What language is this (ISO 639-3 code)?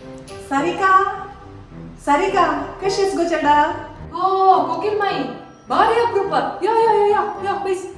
kok